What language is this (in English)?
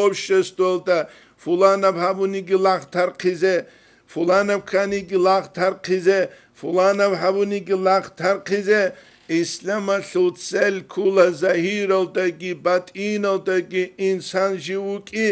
Avaric